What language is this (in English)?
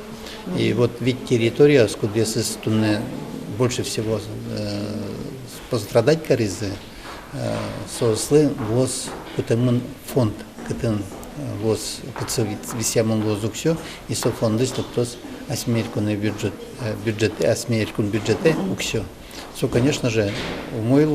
Udmurt